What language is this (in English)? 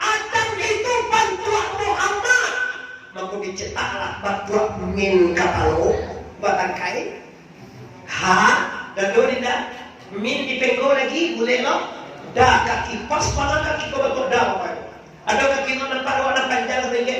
Minangkabau